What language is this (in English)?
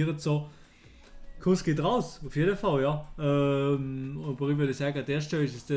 Swiss German